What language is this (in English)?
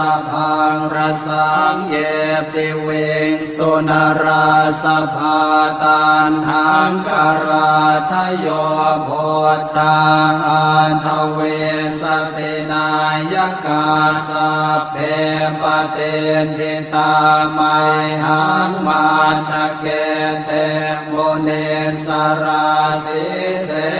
Pali